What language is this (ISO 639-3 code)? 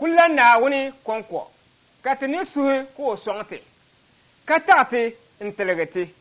dag